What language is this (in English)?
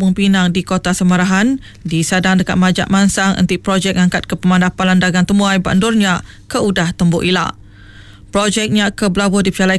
Iban